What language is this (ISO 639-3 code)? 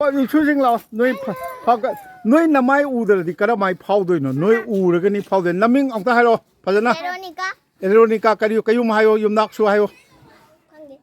mni